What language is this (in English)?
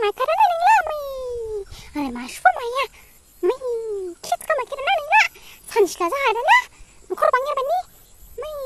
Dimasa